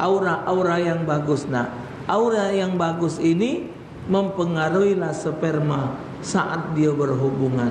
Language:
Musi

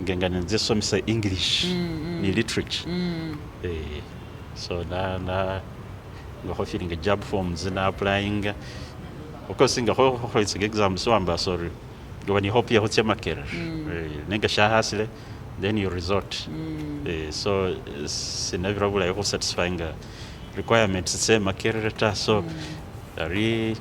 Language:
Masaaba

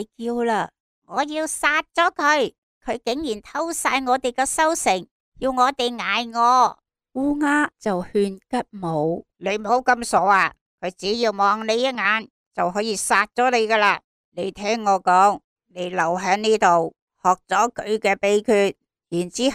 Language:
Cantonese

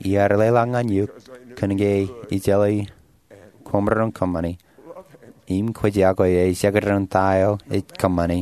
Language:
Marshallese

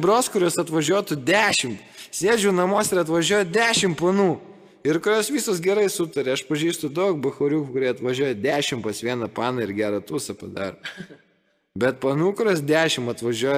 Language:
Lithuanian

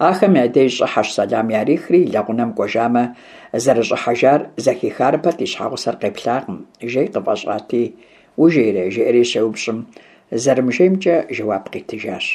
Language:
Kabardian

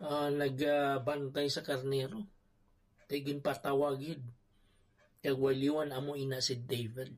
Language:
Hiligaynon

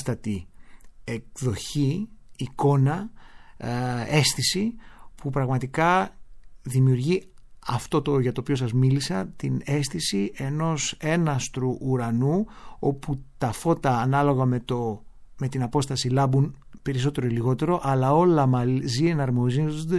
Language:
Greek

